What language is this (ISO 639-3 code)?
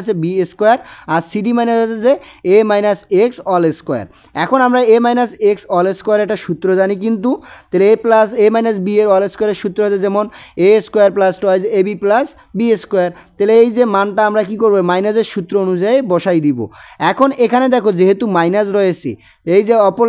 ben